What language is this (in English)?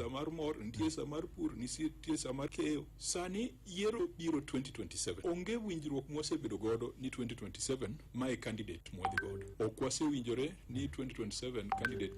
Luo (Kenya and Tanzania)